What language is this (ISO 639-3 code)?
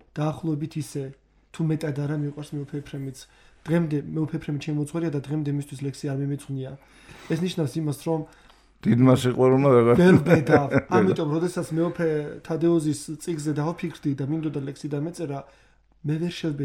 kat